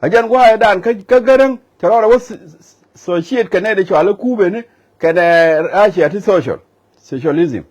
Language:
Nuer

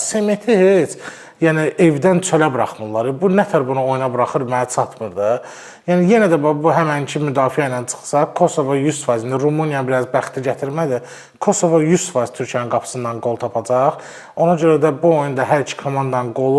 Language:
Azerbaijani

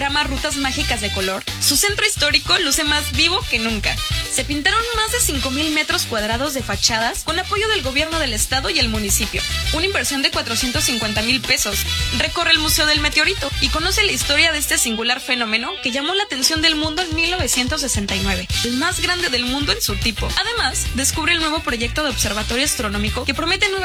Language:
Spanish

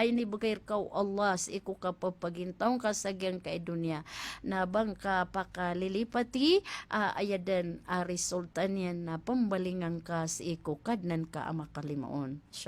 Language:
Maranao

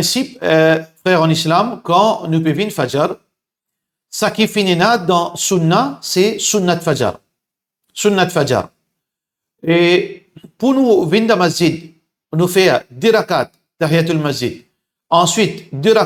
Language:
Morisyen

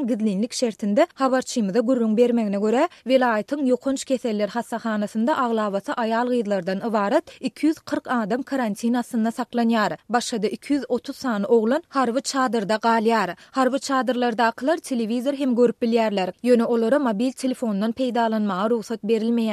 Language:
Turkmen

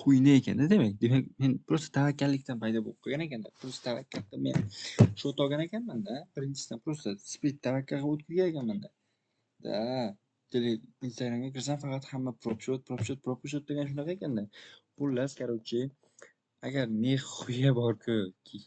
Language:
Uzbek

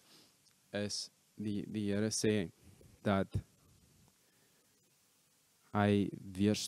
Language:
Afrikaans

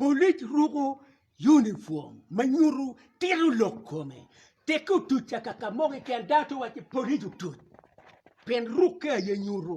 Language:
Acoli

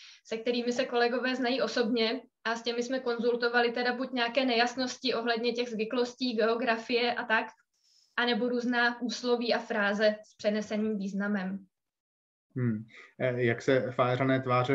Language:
Czech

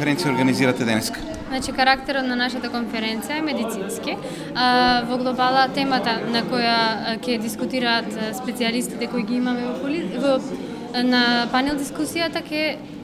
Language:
Macedonian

